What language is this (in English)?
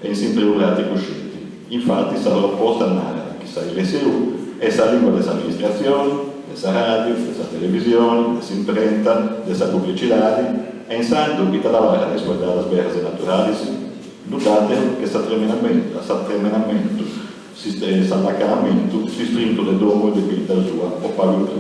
Sardinian